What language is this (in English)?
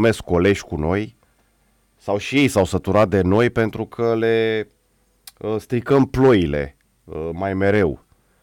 Romanian